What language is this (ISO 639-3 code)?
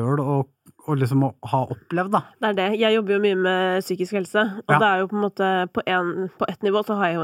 nor